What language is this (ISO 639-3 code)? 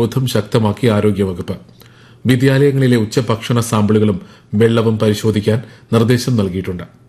mal